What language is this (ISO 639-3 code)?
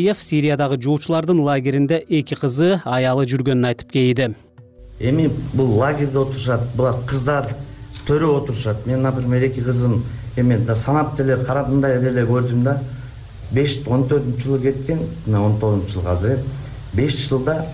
kir